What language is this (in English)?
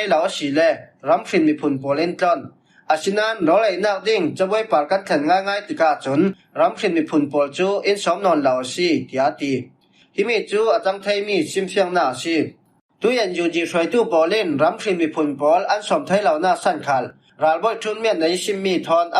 Falam Chin